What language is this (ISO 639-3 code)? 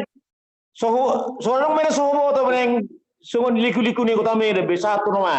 bbc